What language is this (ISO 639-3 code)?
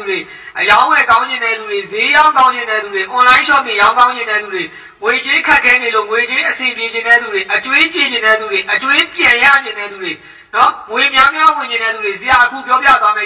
mya